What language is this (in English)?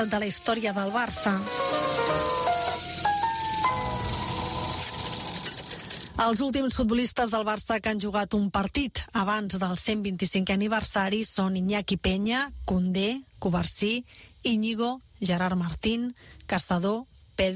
Catalan